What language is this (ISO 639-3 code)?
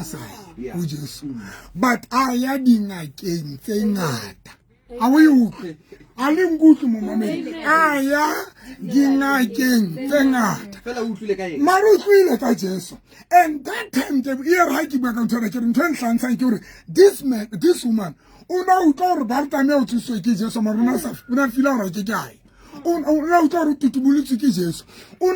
sot